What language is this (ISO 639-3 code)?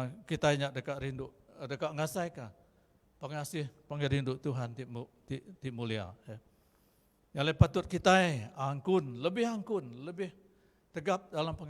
iba